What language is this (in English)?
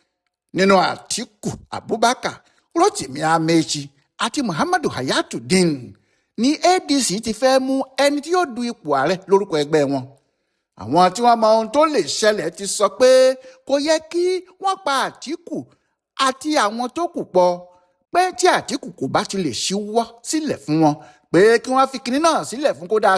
Yoruba